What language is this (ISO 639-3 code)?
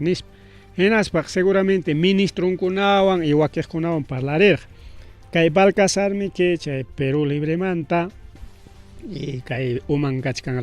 quy